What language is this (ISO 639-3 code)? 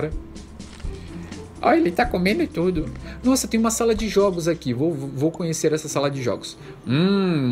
por